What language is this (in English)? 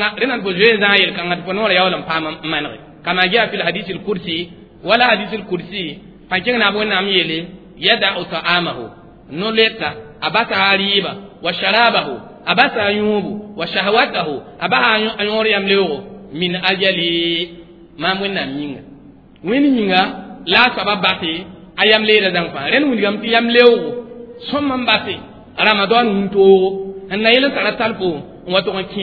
Mossi